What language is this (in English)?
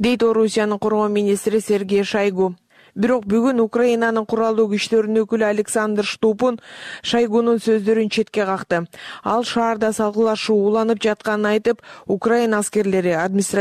Kyrgyz